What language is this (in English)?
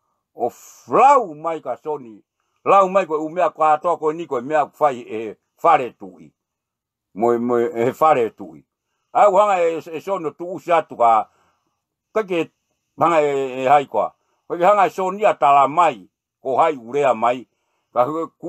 Tongan